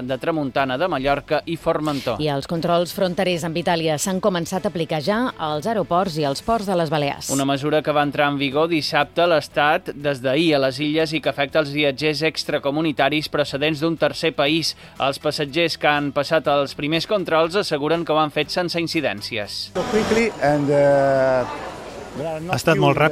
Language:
Catalan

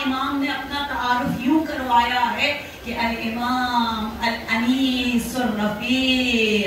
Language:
Urdu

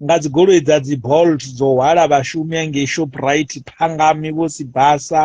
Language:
Venda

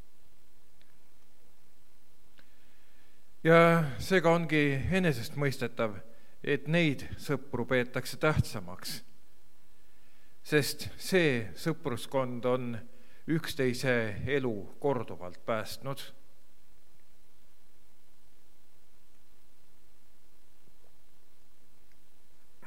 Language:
Estonian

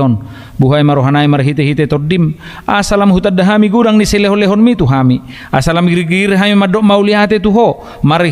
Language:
Batak Toba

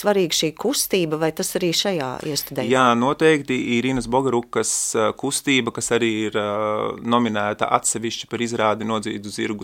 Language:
Latvian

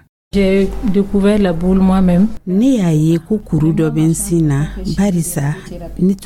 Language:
Dyula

